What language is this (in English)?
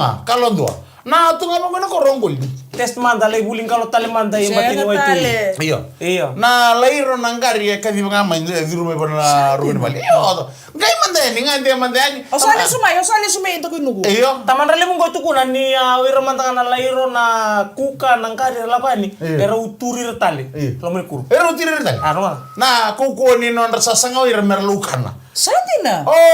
Fijian